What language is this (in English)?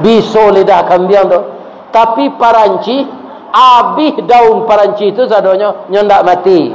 Minangkabau